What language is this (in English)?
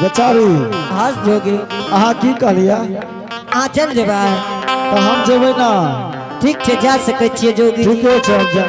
Angika